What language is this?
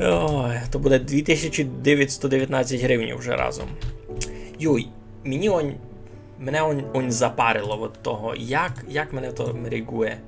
Rusyn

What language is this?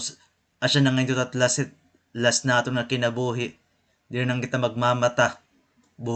Waray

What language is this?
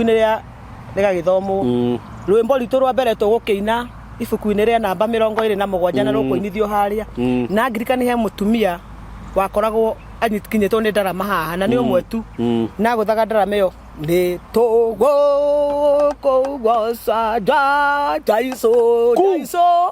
Kikuyu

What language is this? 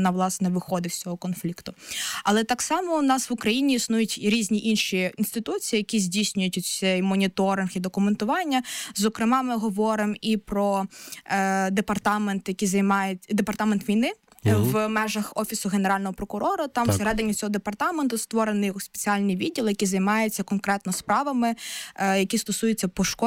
Ukrainian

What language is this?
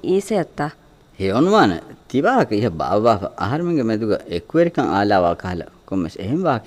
Divehi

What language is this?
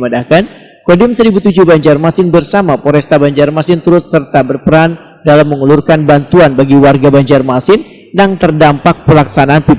Banjar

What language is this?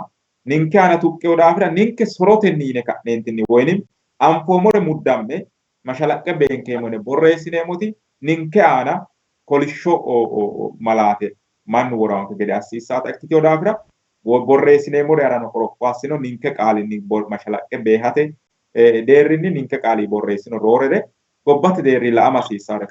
Sidamo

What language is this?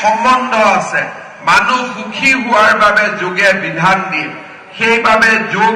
Assamese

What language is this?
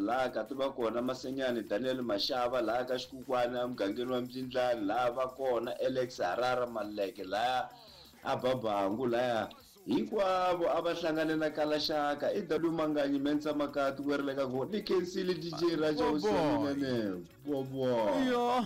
Tsonga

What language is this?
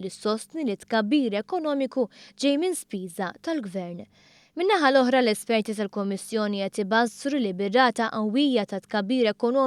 Maltese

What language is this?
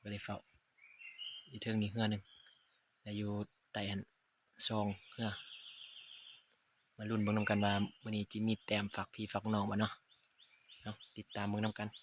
Lao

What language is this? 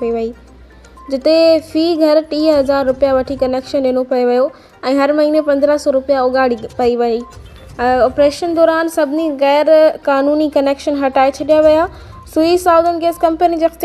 Sindhi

